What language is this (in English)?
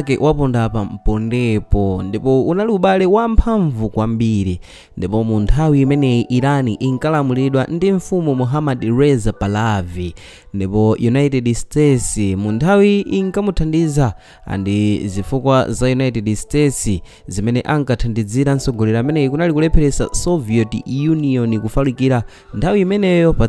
Nyanja